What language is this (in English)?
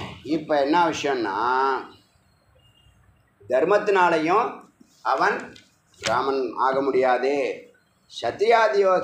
Tamil